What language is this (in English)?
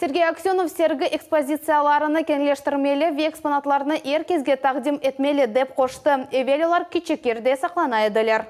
Crimean Tatar